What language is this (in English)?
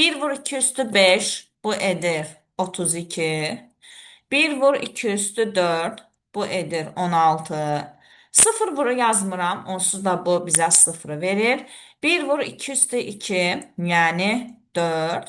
Azerbaijani